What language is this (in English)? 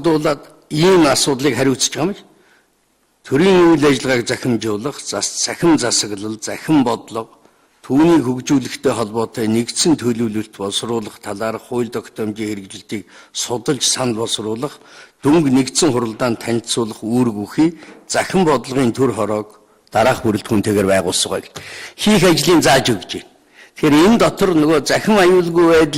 Mongolian